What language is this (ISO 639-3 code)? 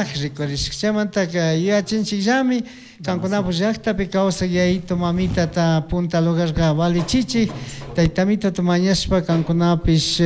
qug